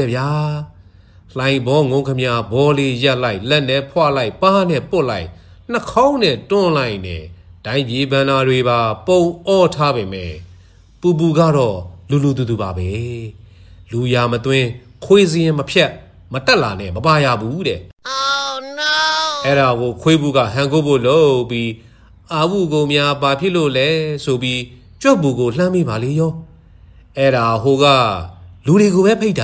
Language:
Burmese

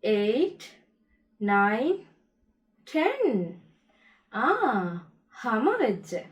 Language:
Divehi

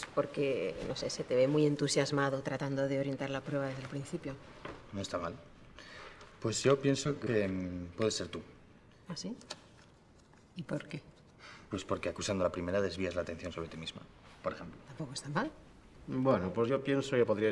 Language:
Spanish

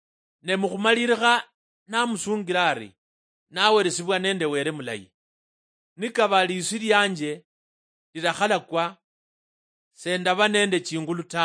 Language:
Luyia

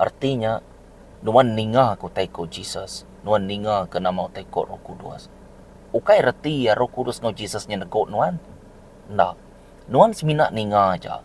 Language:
Iban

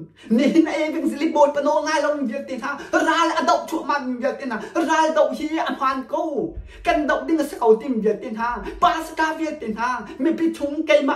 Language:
Hakha Chin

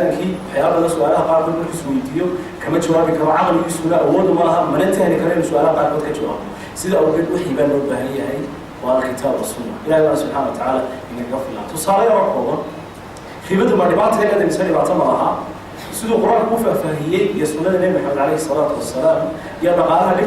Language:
Somali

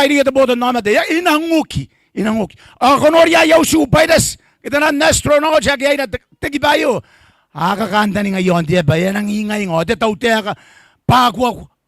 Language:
Gilbertese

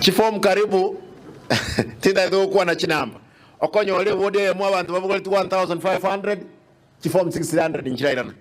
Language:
Gusii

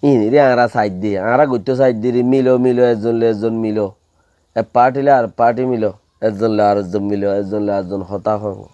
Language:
Rohingya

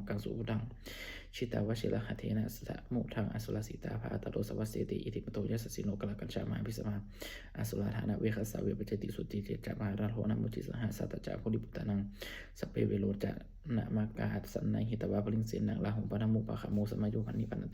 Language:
Pali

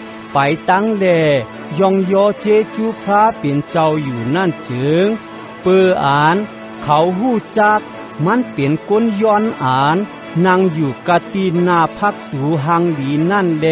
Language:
Shan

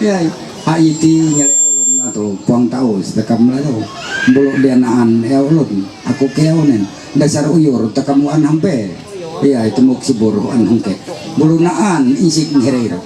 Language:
Ma'anyan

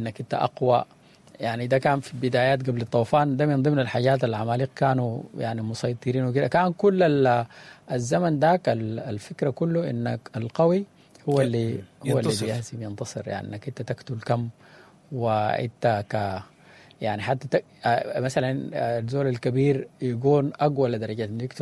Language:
Sudanese Arabic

